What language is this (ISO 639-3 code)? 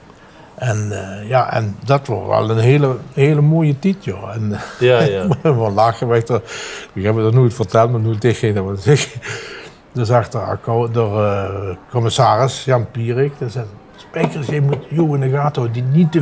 lim